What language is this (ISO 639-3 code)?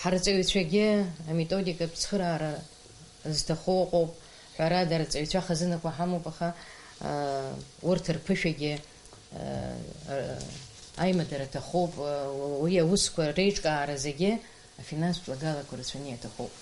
abk